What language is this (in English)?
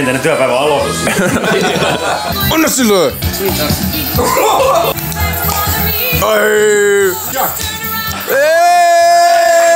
Finnish